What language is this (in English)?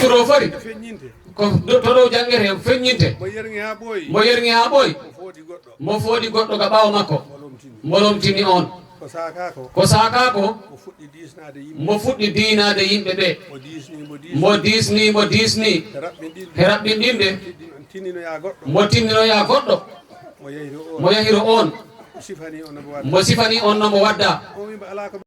Fula